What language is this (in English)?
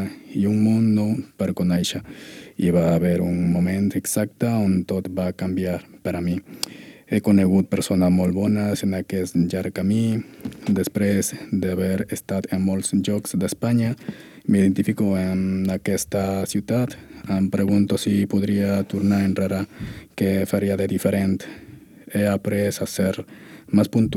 Catalan